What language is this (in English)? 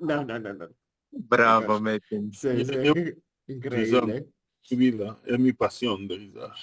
Ladino